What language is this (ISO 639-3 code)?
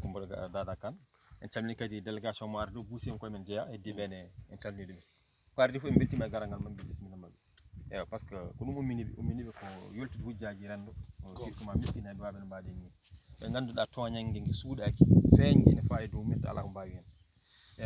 ful